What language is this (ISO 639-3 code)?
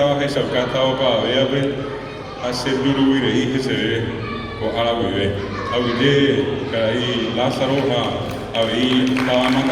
grn